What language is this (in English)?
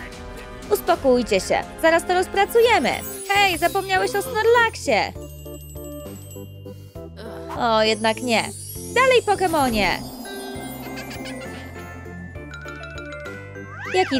Polish